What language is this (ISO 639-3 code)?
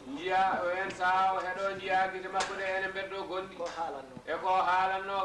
ful